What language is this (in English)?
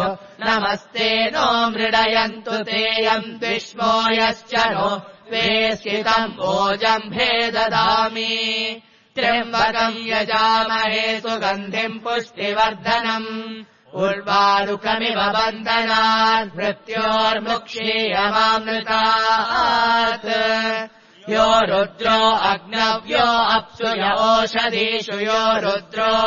Sanskrit